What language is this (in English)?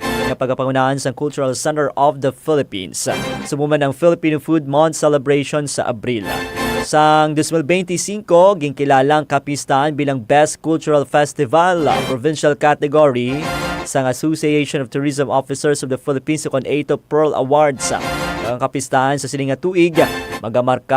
Hiligaynon